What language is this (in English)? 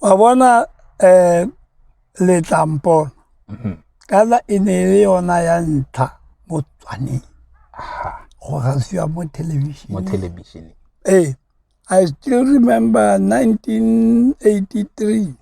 Tswana